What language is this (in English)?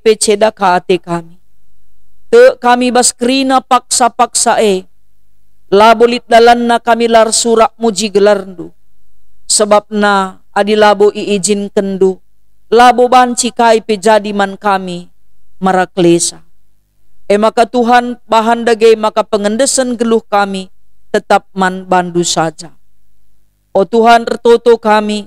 Batak Karo